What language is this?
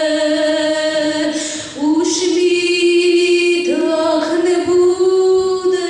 Rusyn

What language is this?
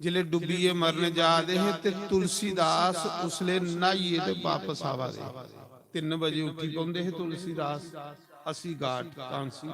Dogri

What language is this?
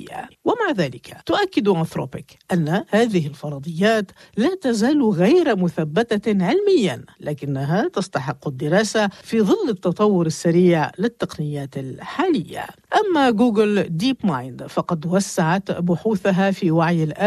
Arabic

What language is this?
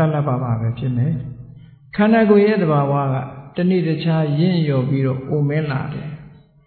Burmese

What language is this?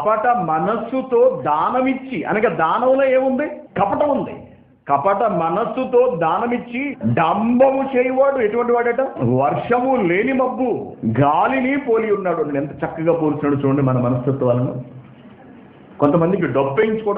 Telugu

